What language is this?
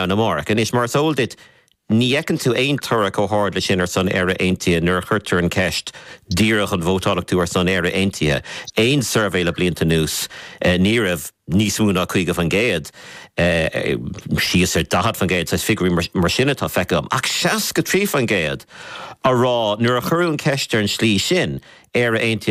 Irish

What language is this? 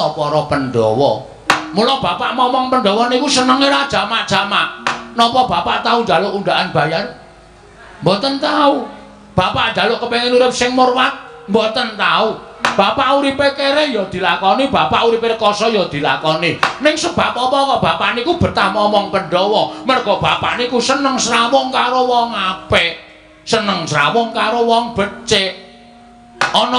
Javanese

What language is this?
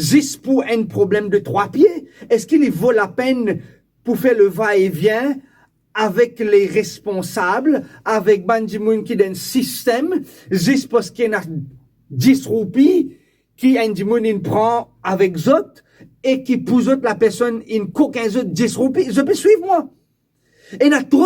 Morisyen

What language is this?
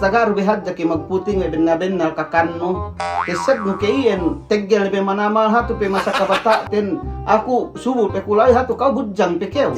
Yakan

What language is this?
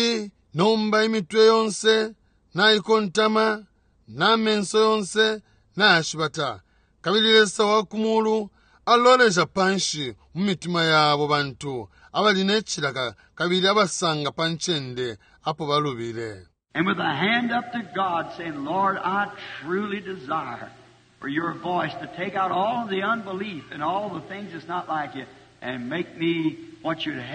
Bemba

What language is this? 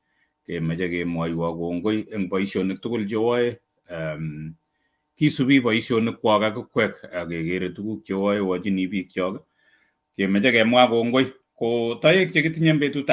Kalenjin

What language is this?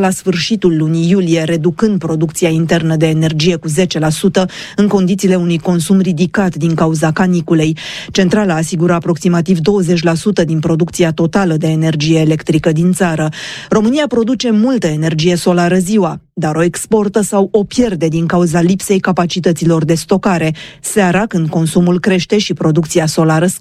Romanian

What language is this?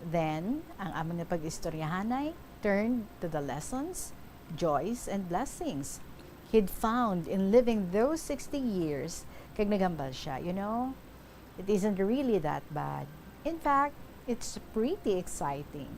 Hiligaynon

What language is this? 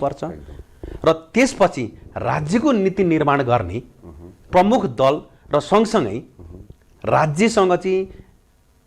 Nepali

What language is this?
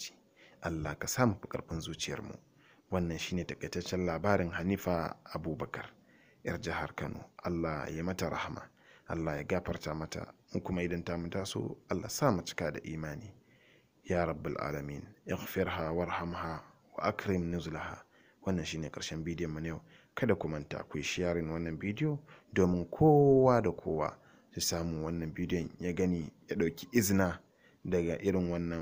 Hausa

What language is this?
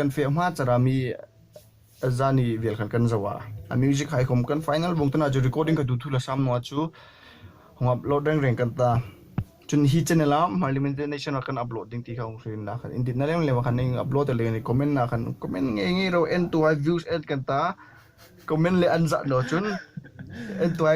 Hmar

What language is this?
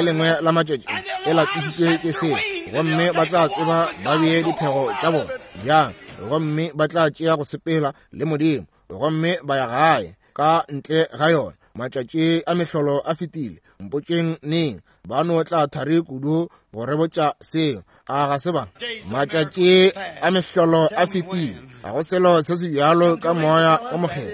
Northern Sotho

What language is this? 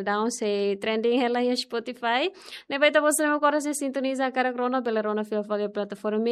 Tetum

